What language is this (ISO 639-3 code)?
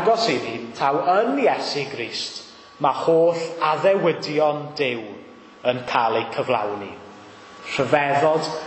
cym